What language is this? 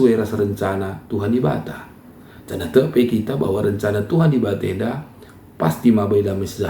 Batak Karo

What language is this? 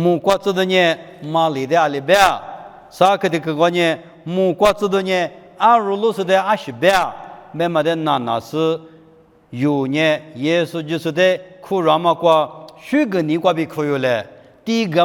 Lisu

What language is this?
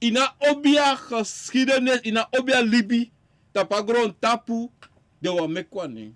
Sranan Tongo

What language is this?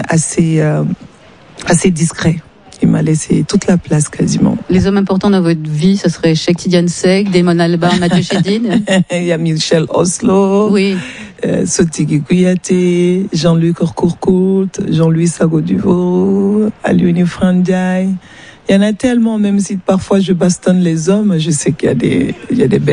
French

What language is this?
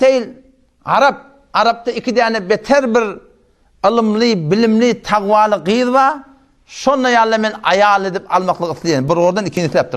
Turkmen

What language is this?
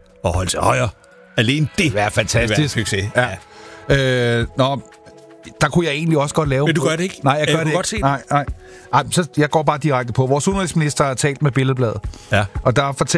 Danish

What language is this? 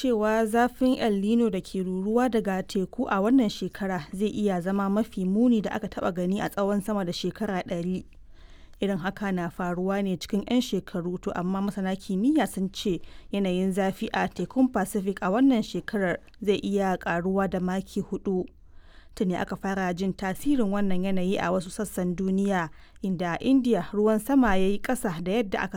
Hausa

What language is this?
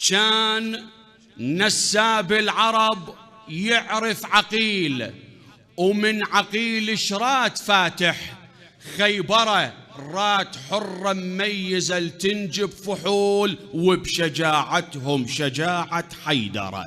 Mesopotamian Arabic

